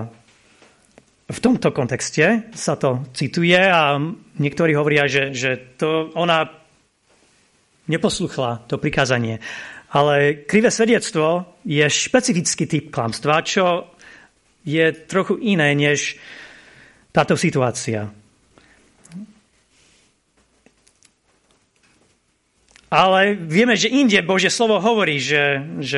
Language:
Slovak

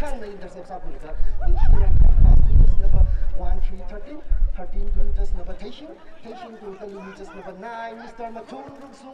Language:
Tangkhul Naga (India)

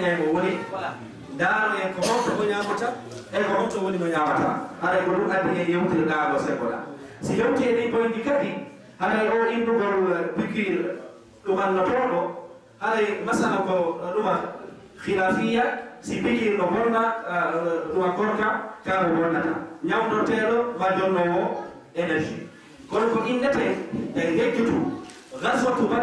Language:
Fula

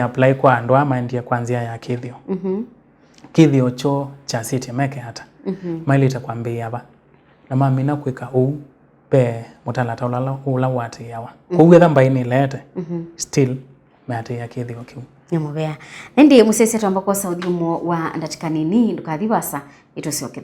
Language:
Kamba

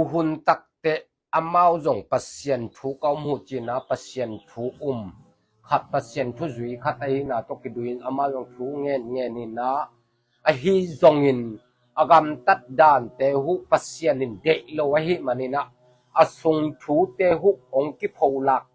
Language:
Tedim Chin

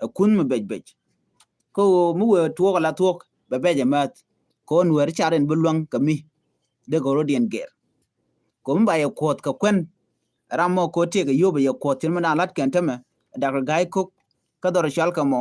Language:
Nuer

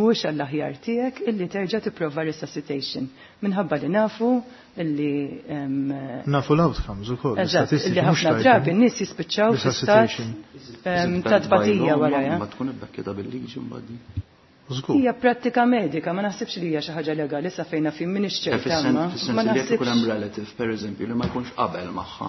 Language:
Maltese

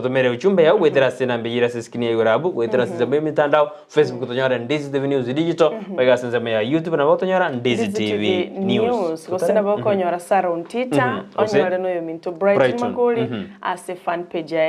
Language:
Gusii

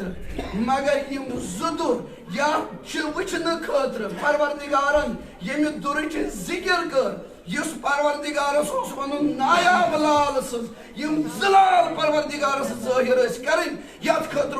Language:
Kashmiri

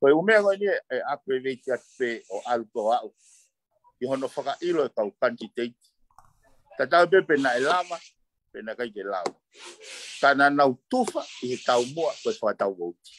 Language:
Tongan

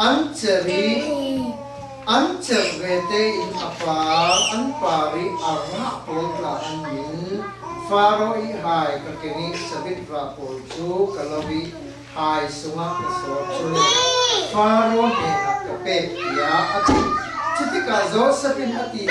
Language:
Falam Chin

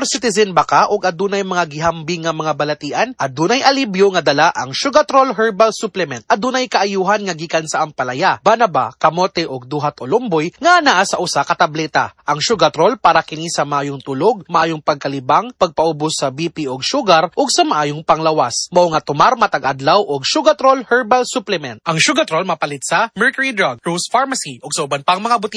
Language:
Cebuano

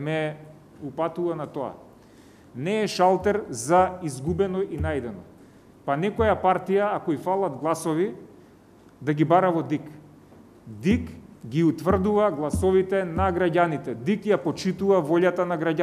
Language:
Macedonian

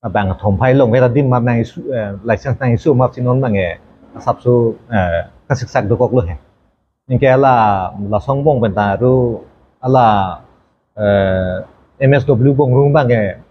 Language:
Karbi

